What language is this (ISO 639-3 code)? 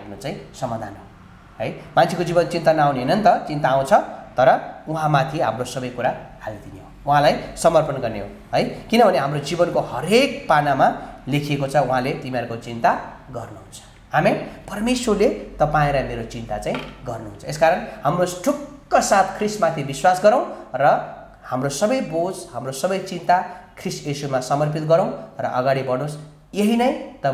nep